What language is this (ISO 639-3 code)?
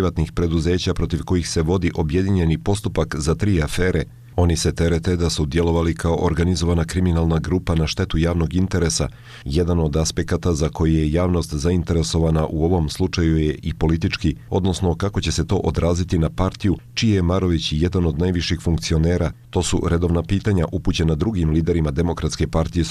hrv